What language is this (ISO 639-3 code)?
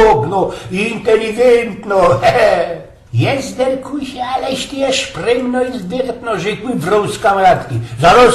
szl